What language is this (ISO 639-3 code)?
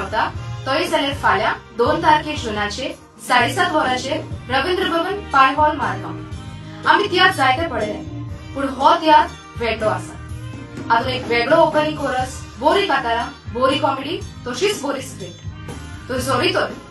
kok